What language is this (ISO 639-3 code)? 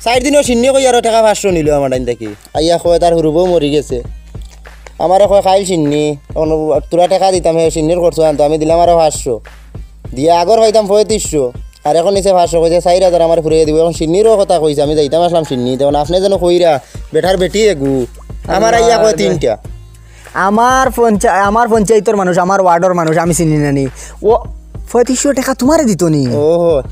syl